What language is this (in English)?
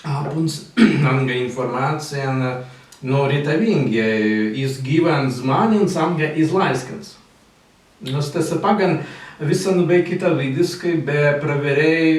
Prussian